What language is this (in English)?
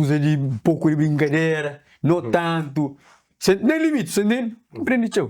Kabuverdianu